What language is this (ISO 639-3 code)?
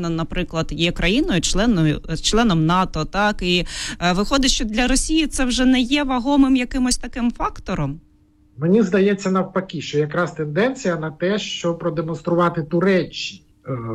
ukr